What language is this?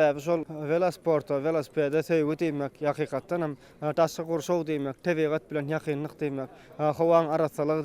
Turkmen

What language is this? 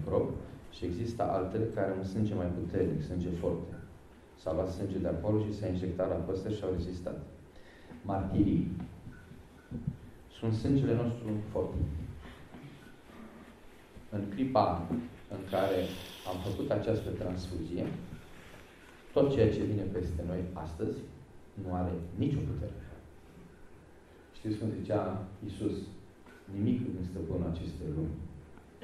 Romanian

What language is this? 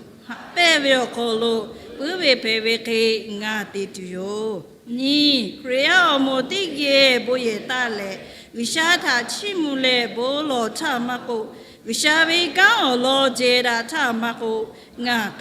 Lahu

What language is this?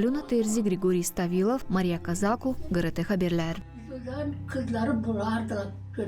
Gagauz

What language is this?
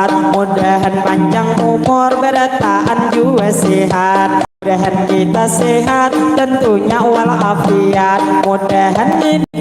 Banjar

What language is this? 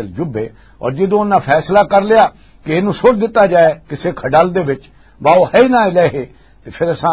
Western Panjabi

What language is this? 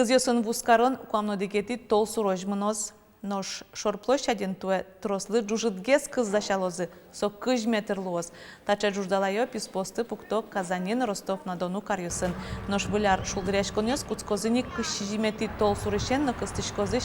Udmurt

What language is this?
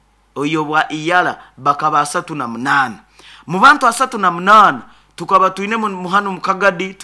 Nyoro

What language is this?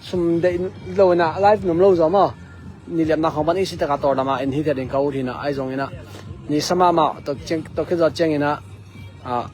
Tedim Chin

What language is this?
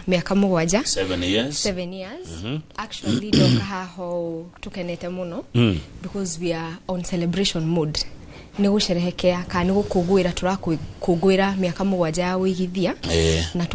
Kikuyu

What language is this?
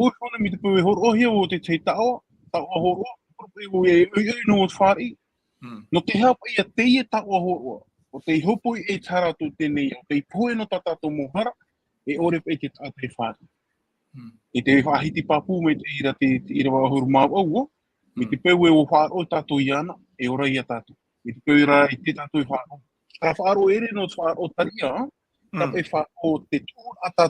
Tahitian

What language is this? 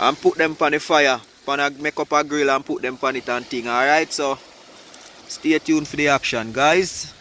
Jamaican Creole English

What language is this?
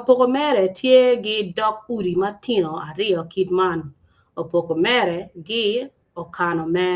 Acoli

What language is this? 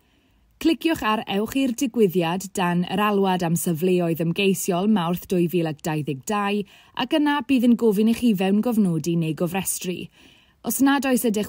Welsh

